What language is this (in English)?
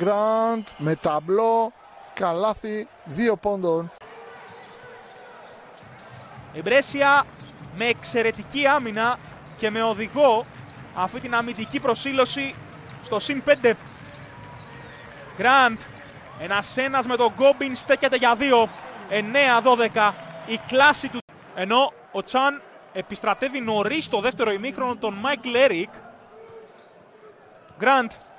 Greek